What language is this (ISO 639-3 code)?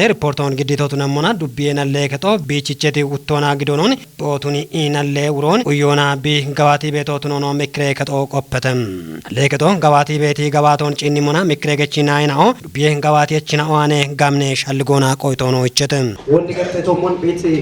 kbr